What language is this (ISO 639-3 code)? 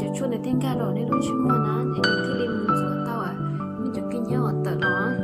hmn